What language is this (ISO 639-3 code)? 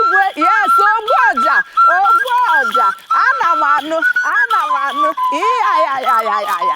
ibo